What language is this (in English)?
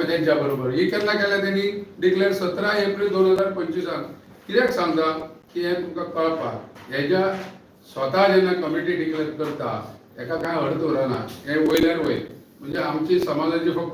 Konkani